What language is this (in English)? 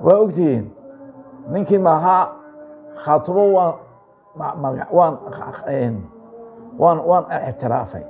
Somali